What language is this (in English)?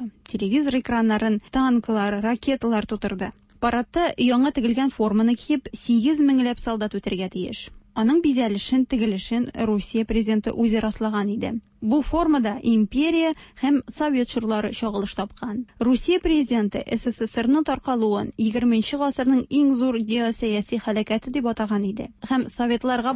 Tatar